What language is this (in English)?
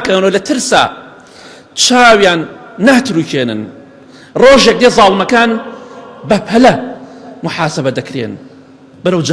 Central Kurdish